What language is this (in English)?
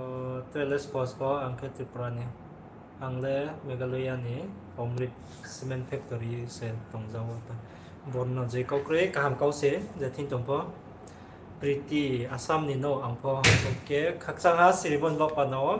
Riang (India)